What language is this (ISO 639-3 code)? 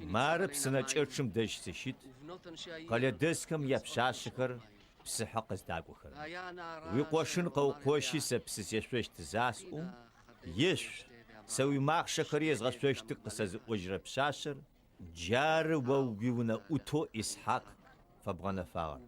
ady